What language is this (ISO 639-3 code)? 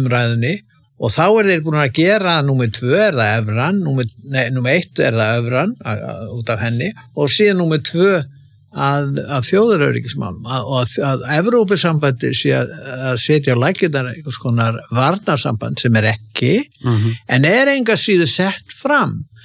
isl